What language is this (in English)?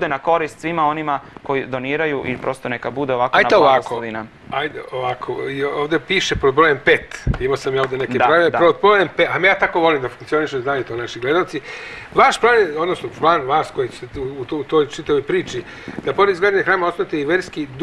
Serbian